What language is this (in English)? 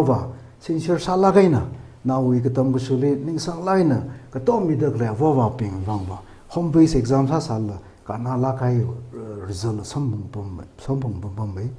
Tangkhul Naga (India)